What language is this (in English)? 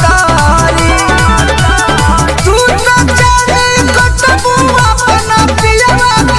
Bhojpuri